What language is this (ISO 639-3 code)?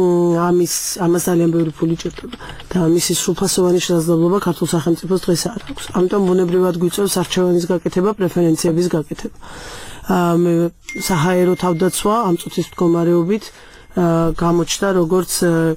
kat